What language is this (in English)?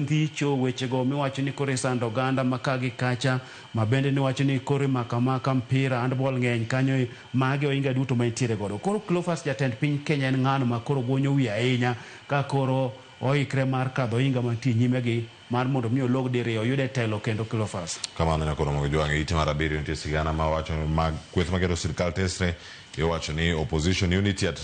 Luo (Kenya and Tanzania)